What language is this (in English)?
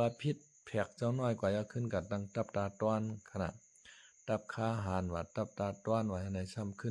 Shan